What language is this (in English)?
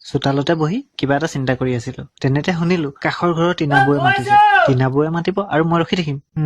Assamese